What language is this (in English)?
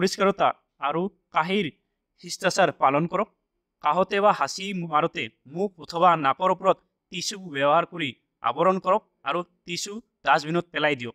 Assamese